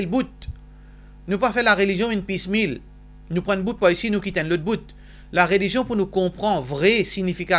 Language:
Morisyen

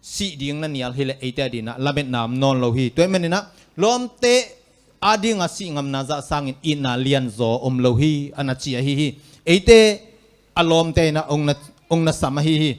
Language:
Tedim Chin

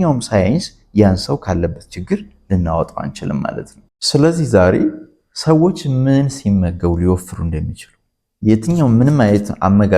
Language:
Amharic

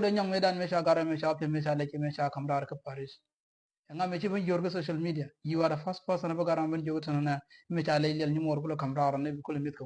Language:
Nuer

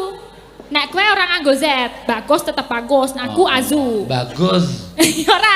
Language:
Javanese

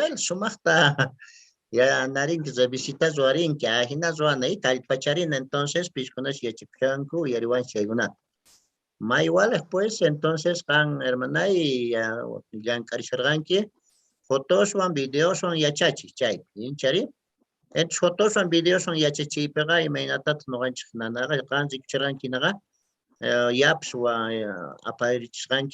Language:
Quechua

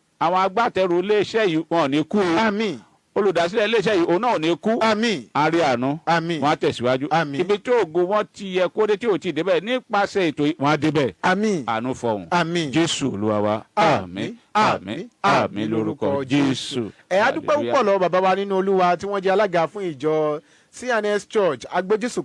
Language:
Yoruba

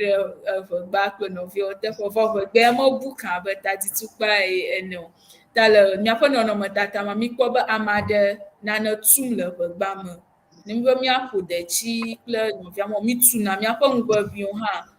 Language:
Ewe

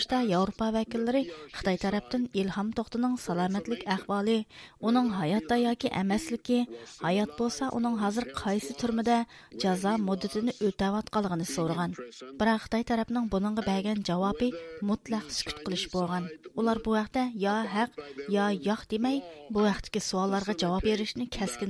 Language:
Uyghur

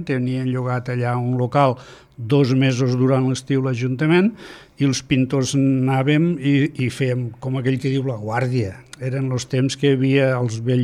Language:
Catalan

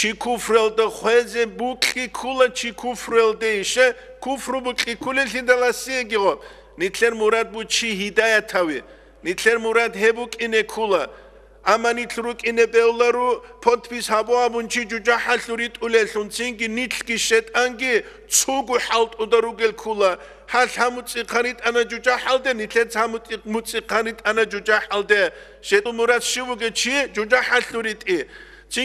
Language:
Avaric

